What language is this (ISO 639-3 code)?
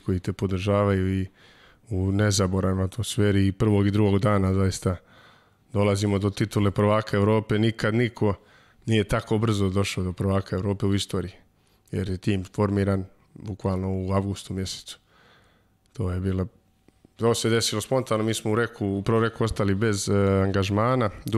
srp